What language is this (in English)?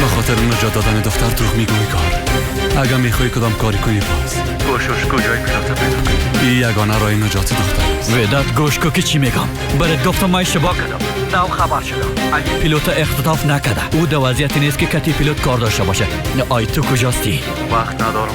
Persian